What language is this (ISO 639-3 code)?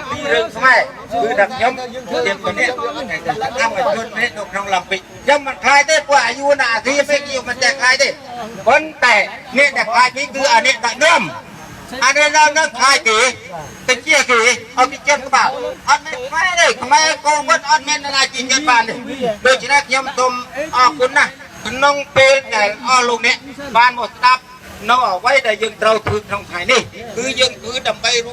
khm